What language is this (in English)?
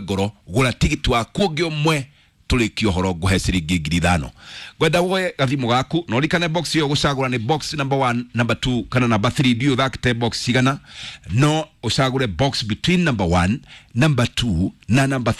Kikuyu